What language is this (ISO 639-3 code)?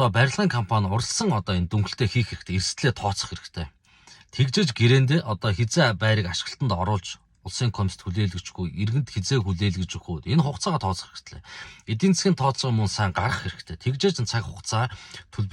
mon